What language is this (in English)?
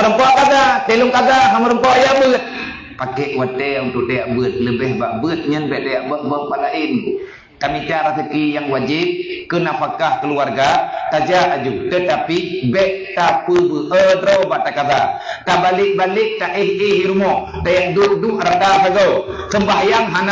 Achinese